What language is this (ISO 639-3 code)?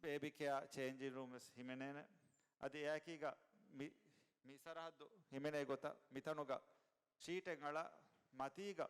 div